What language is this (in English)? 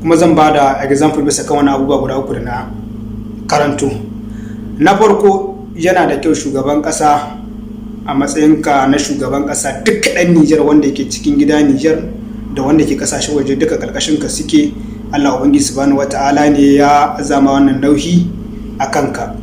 Hausa